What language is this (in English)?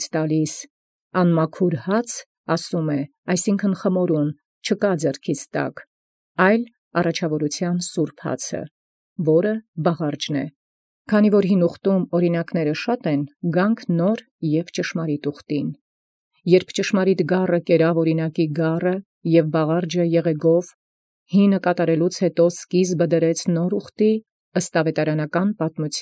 Armenian